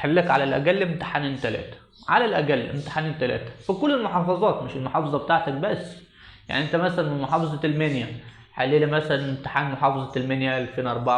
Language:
Egyptian Arabic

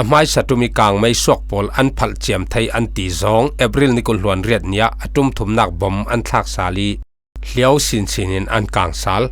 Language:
Falam Chin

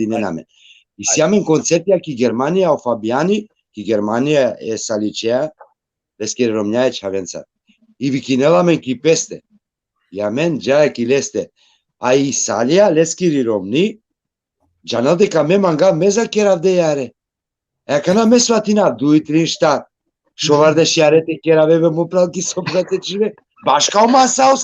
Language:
Balkan Romani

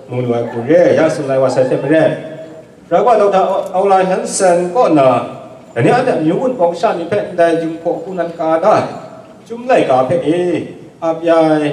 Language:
Kachin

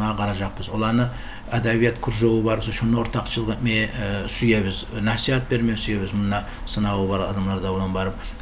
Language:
Kumyk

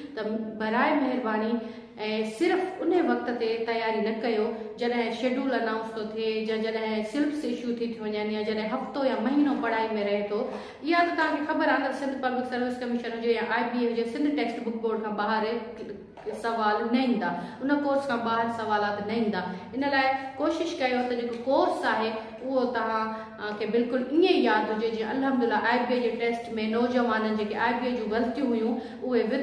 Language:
Sindhi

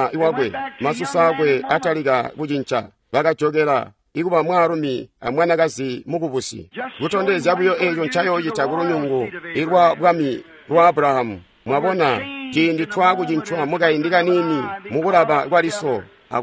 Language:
Tonga (Zambia)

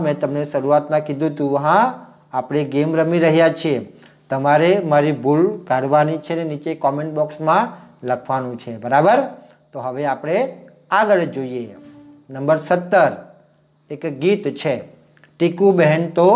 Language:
Gujarati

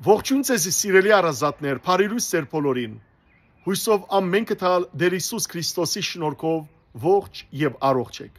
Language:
Western Armenian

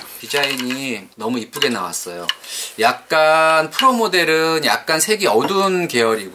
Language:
Korean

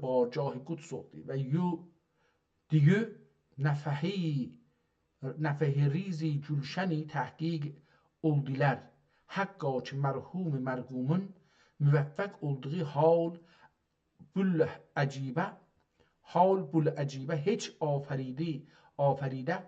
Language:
South Azerbaijani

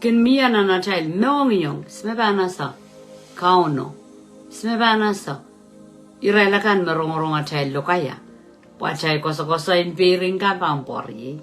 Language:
Pohnpeian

